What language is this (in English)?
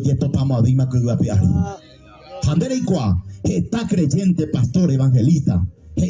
Guarani